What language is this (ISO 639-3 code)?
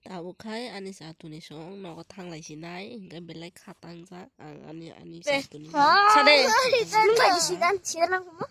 trp